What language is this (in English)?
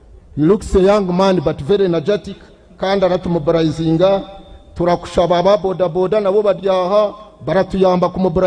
Nyankole